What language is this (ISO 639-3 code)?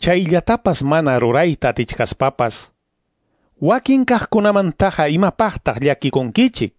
que